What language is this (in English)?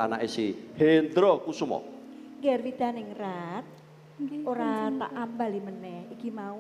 Javanese